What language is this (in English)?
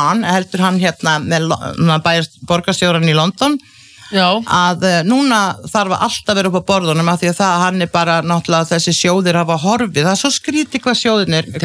Icelandic